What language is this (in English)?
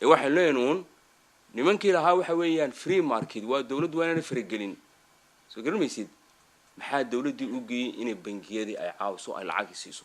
Somali